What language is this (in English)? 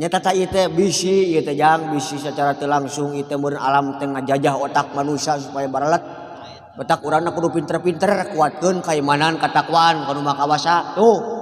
Sundanese